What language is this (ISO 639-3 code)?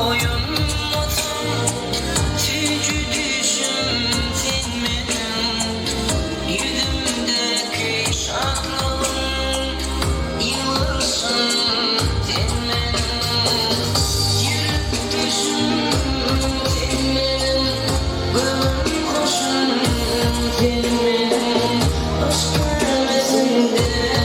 tuk